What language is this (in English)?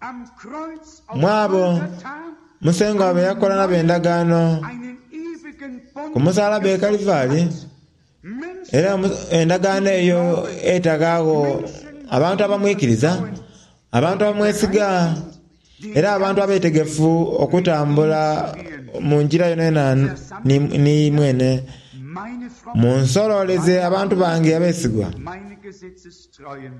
Soga